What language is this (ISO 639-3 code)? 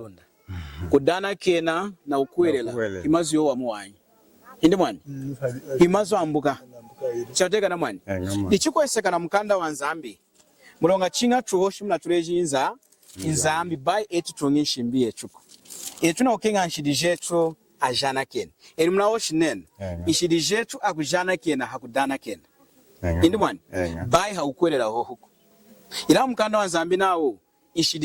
lun